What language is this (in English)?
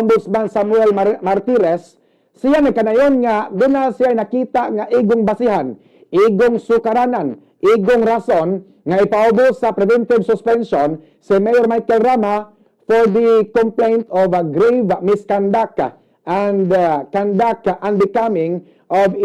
Cebuano